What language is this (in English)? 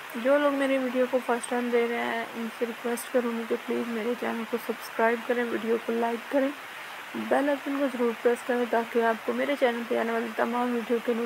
Hindi